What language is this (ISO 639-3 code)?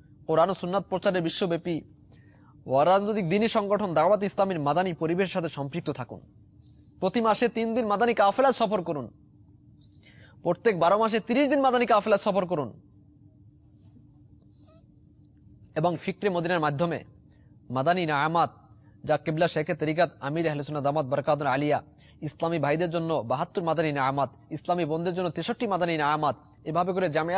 ben